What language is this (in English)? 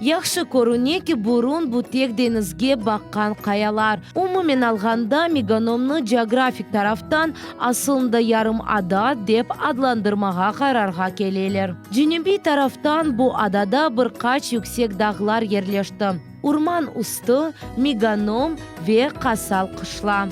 Crimean Tatar